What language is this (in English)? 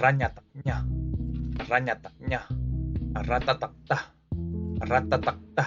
Tibetan